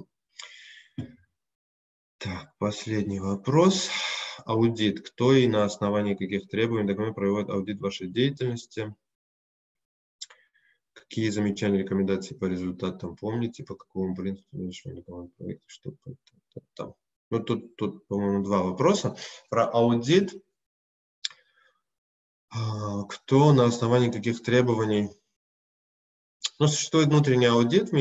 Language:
Russian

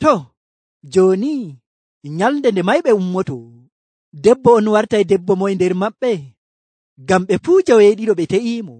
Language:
Nigerian Fulfulde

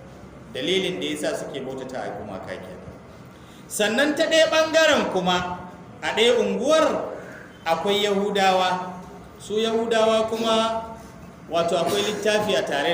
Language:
Hausa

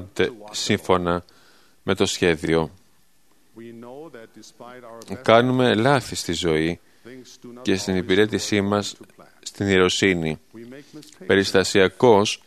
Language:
Greek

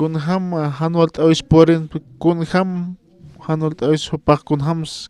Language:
Aymara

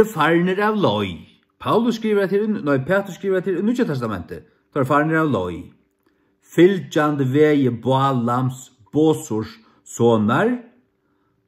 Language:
Faroese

